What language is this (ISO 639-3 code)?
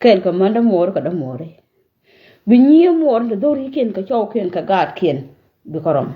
nus